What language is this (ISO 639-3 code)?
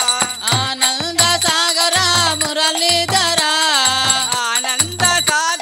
hin